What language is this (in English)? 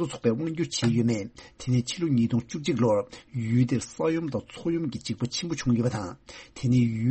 Tibetan